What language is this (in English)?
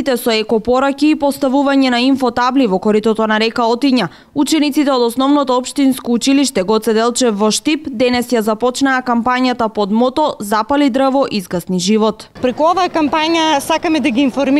Macedonian